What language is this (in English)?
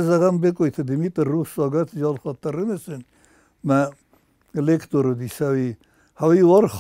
Ossetic